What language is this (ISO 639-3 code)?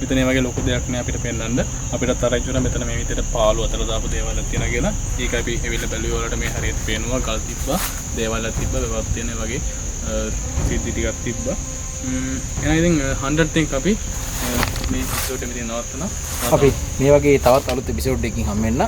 sin